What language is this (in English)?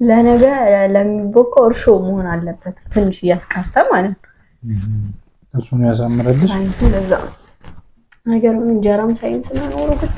Amharic